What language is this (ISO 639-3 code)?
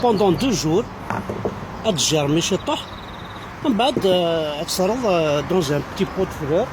kab